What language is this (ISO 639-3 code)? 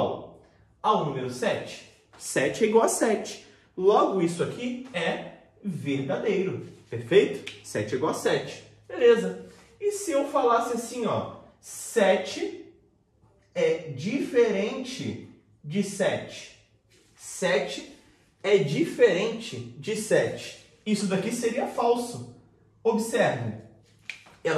por